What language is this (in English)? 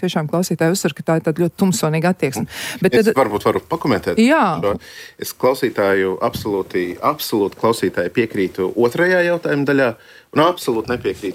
Latvian